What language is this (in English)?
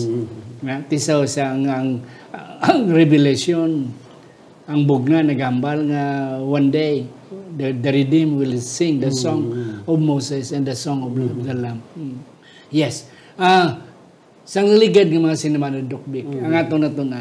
Hiligaynon